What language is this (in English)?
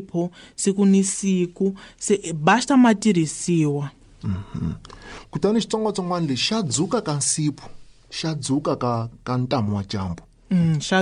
Tsonga